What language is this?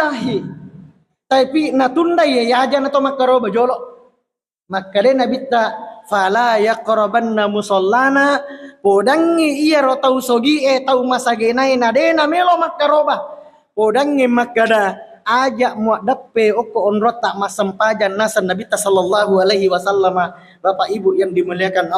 Buginese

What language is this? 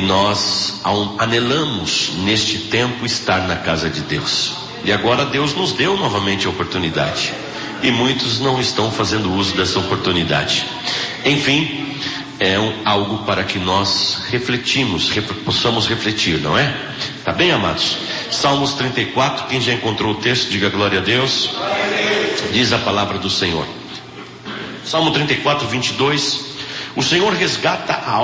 Portuguese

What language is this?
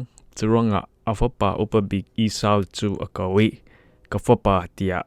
Falam Chin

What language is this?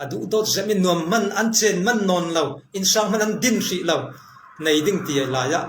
Falam Chin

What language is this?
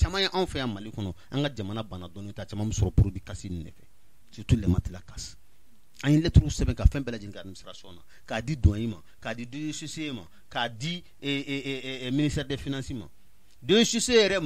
Bambara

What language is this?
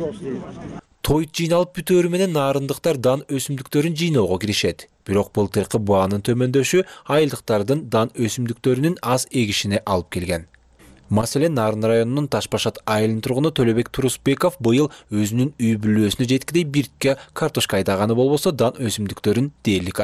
Kyrgyz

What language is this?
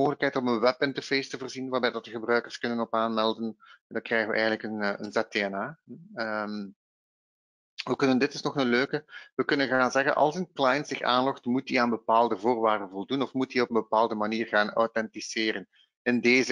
Dutch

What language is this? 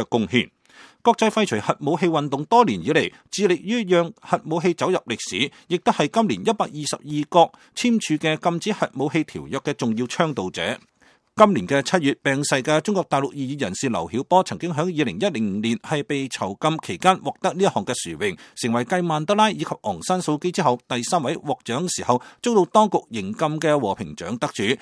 Cantonese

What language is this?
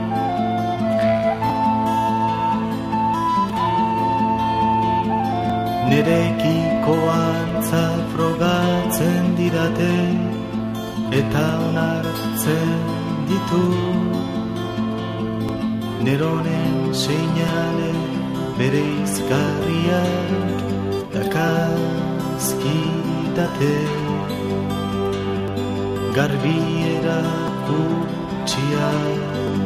Basque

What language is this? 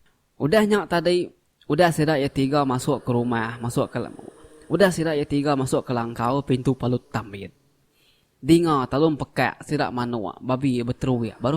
Iban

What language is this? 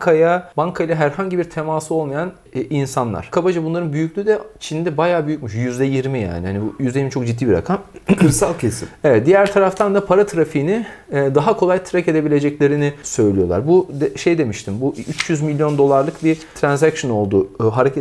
Turkish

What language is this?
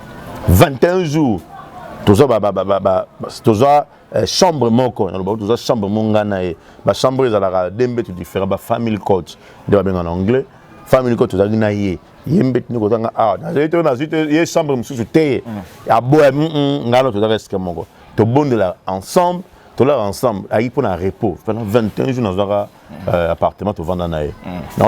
Lingala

